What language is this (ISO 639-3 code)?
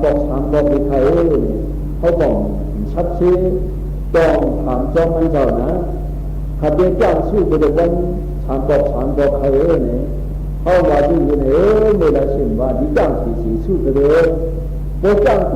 shn